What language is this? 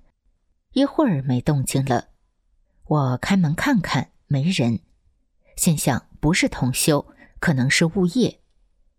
Chinese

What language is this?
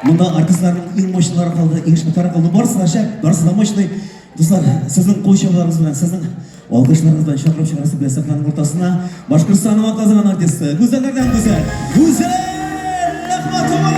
Tatar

